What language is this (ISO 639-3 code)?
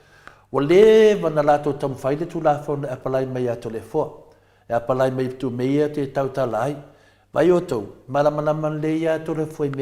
smo